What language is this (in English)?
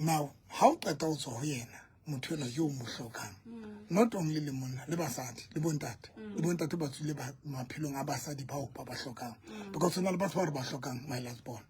Southern Sotho